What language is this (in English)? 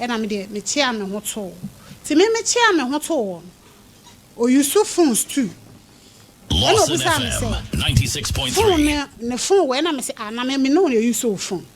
Akan